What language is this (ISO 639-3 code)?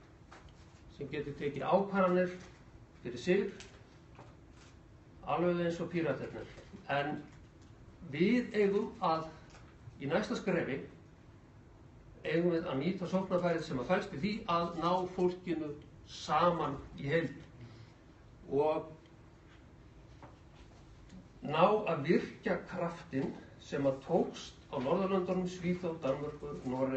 isl